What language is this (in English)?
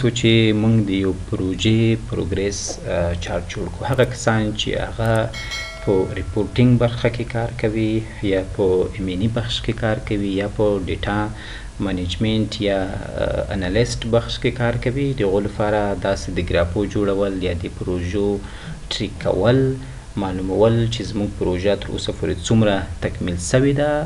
Pashto